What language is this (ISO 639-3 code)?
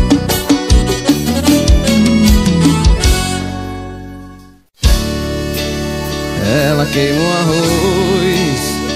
por